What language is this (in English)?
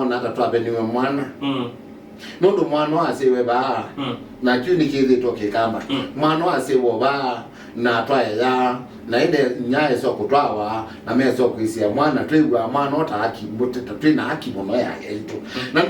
Kamba